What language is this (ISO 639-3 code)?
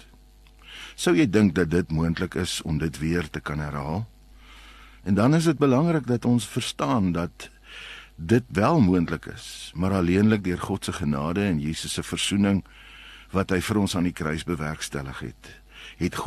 afr